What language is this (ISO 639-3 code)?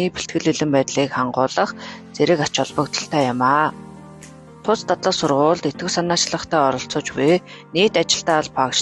mon